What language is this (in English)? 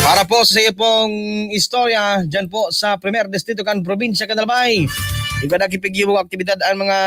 Bikol